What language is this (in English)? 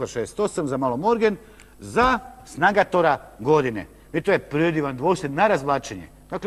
Croatian